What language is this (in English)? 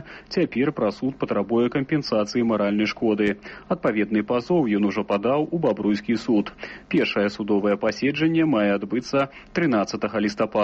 Belarusian